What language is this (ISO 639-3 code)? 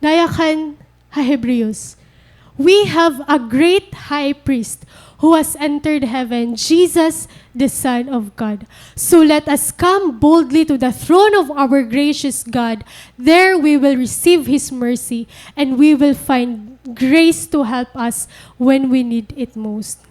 war